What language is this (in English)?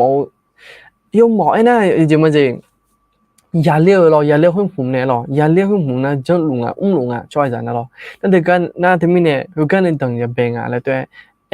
Akha